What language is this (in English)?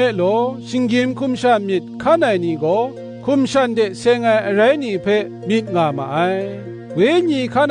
Kachin